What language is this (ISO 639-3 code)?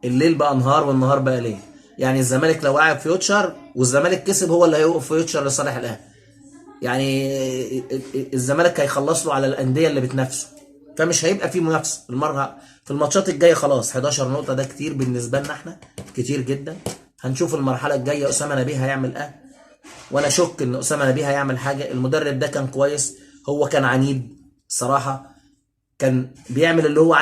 arz